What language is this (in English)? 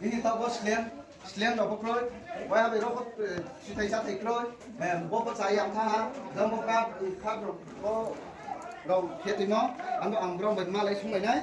Riang (India)